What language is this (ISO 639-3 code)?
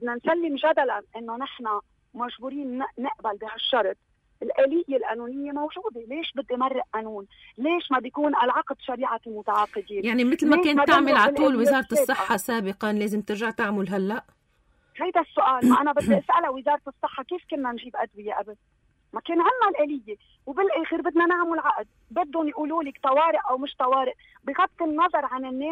apc